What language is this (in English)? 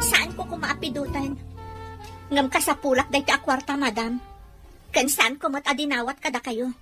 Iloko